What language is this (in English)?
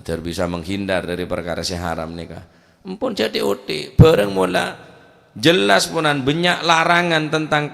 Madurese